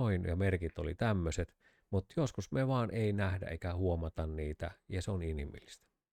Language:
Finnish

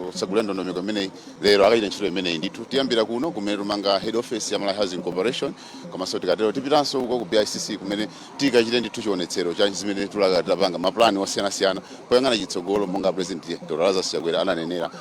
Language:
Nyanja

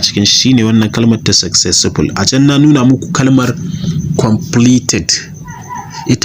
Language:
Hausa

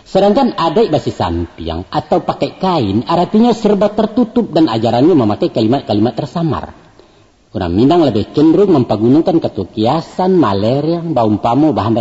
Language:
Minangkabau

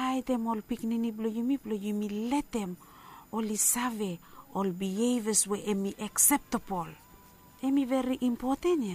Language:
Bislama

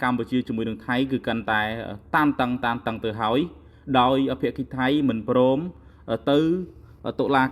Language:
Khmer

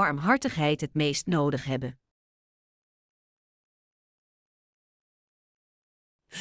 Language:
Dutch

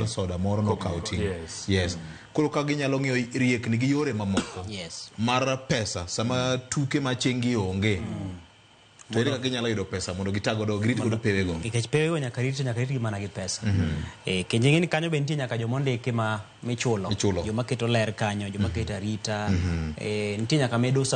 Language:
Luo (Kenya and Tanzania)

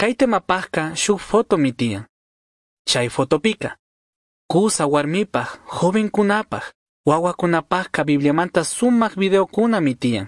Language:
Chimborazo Highland Quichua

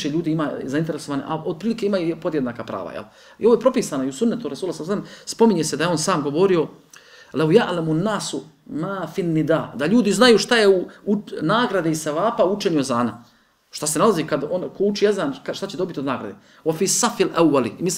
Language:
Bosnian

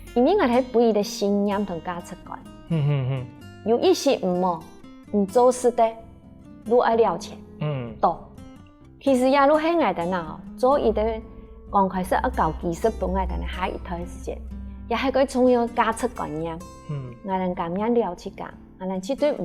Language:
Hakka Chinese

